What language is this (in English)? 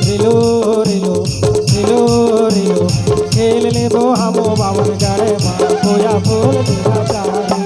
Chhattisgarhi